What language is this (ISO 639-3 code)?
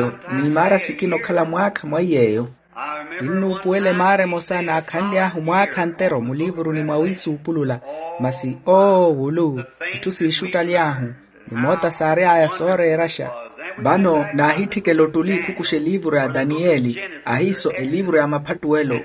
vmw